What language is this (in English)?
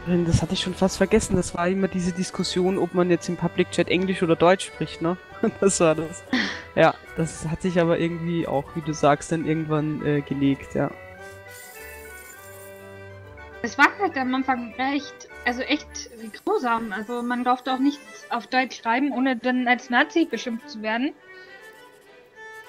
German